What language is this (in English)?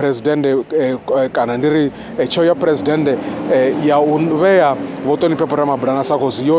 Venda